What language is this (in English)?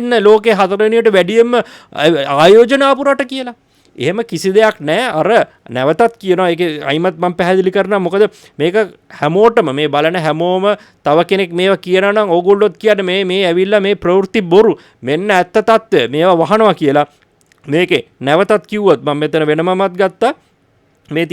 Sinhala